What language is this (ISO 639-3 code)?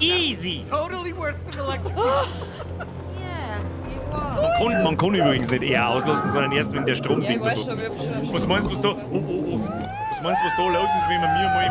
bar